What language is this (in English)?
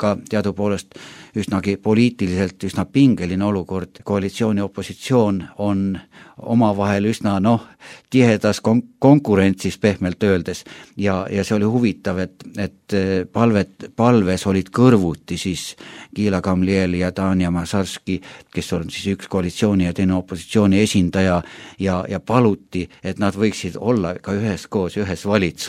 Estonian